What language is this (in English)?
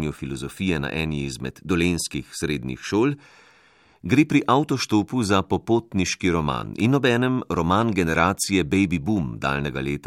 Slovenian